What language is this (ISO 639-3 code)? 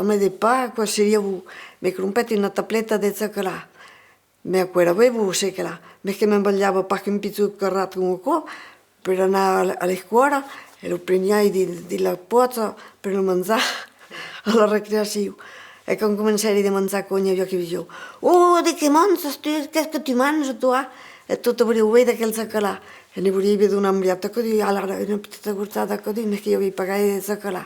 oci